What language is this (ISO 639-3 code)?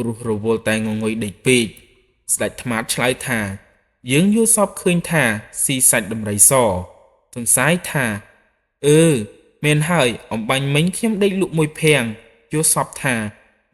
khm